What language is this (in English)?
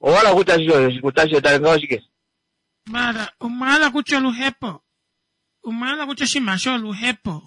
Kuanyama